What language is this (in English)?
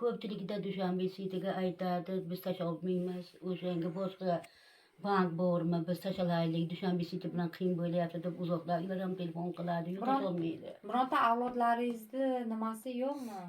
Uzbek